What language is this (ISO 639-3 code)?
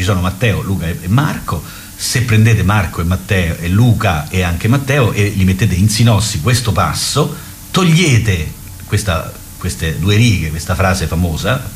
ita